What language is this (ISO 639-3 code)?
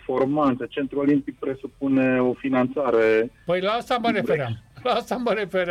ron